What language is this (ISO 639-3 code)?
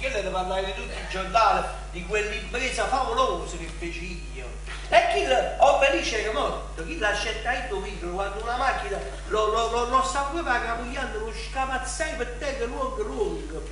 nap